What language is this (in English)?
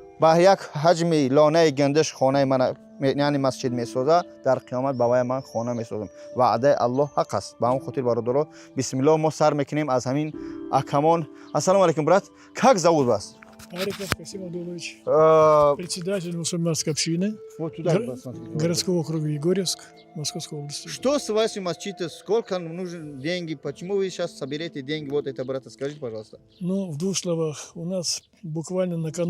Tajik